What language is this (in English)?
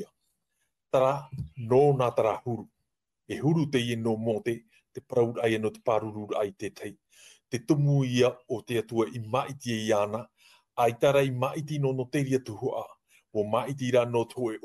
Tahitian